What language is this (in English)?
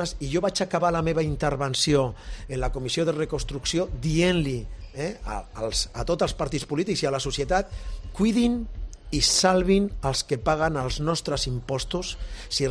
Catalan